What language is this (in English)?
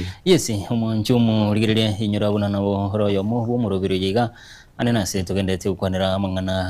Gusii